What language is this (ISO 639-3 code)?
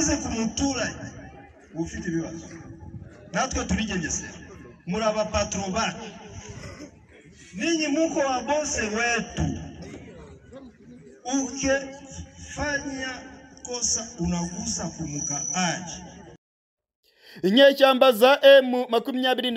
kin